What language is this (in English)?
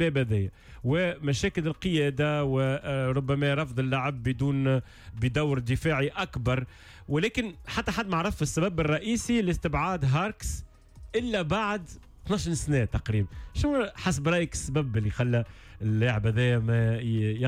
Tunisian Arabic